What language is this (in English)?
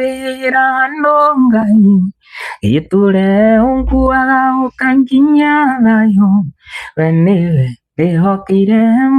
Kikuyu